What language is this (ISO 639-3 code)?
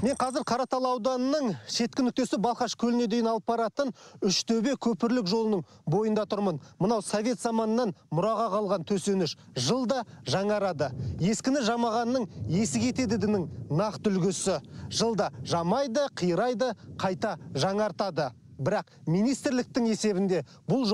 kaz